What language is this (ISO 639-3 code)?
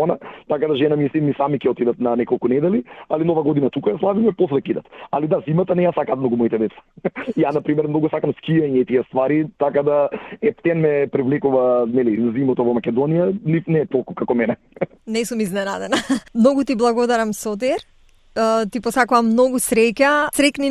mkd